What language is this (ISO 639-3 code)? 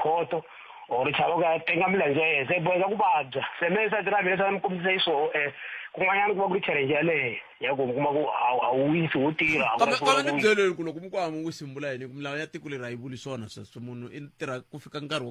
tso